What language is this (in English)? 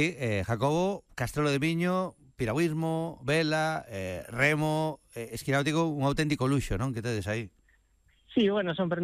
Galician